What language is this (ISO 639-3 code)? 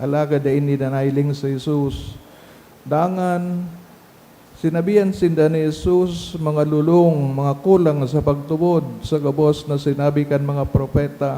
bik